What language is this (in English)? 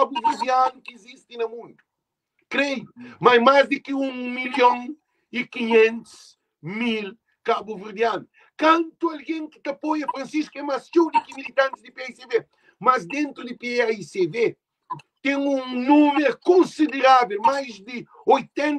Kabuverdianu